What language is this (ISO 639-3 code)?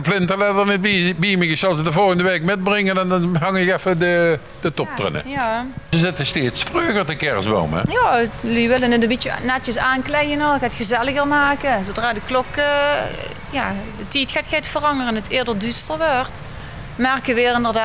lim